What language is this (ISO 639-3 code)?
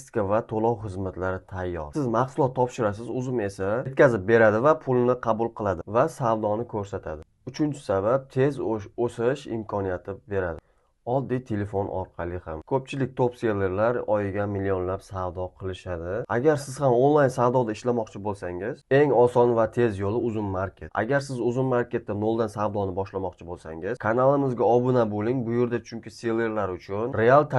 uzb